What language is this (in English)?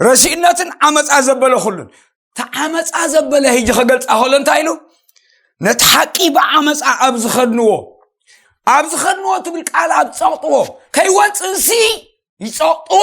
Tigrinya